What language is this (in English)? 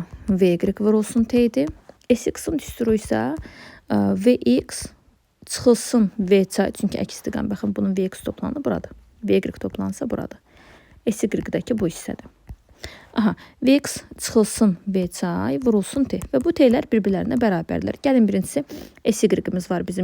Azerbaijani